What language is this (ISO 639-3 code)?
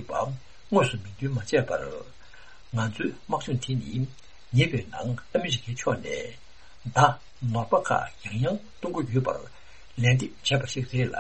bod